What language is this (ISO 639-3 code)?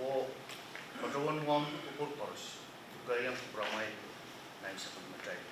pon